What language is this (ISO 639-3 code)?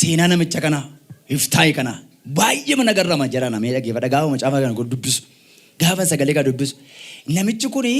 orm